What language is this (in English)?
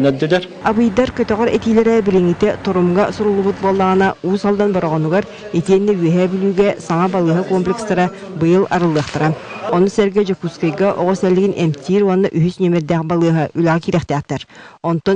Yakut